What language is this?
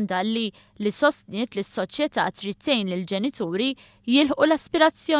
Maltese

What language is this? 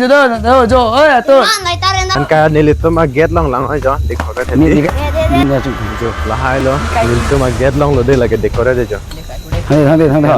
Karbi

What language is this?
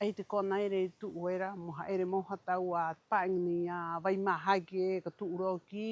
Rapanui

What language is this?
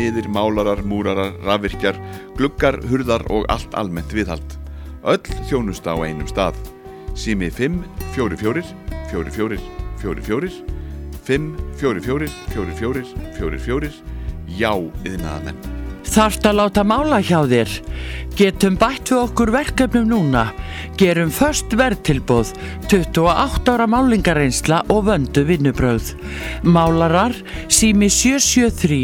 Icelandic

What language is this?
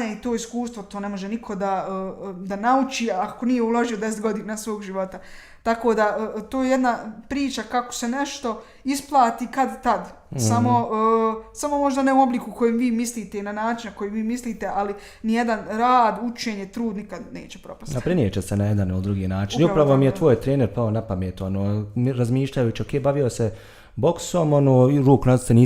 Bosnian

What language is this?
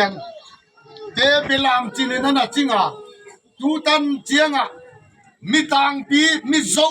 Tedim Chin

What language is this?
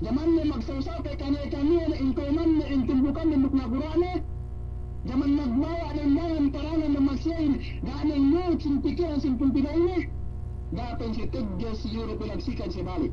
Yakan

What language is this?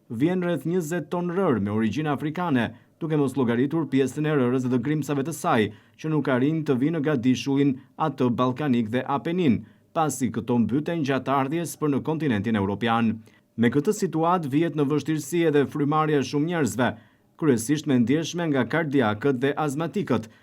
Albanian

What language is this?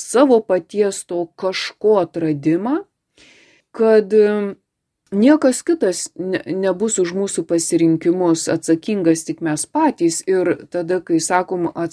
Lithuanian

